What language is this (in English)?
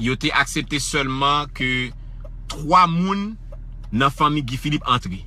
Haitian Creole